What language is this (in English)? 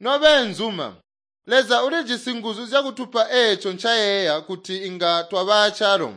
Tonga (Zambia)